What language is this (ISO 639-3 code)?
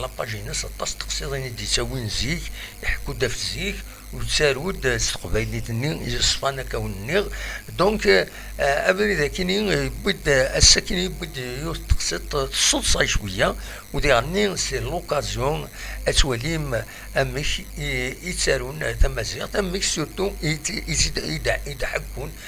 kab